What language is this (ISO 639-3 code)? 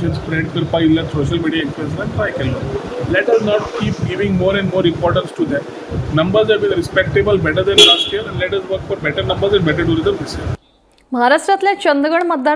kok